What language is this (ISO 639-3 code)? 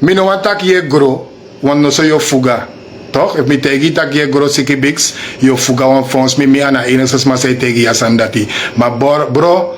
srn